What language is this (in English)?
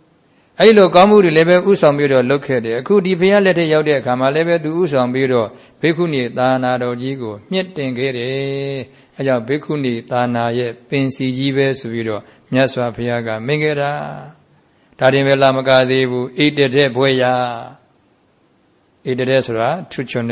Burmese